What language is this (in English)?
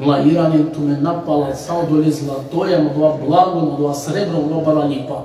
Balkan Romani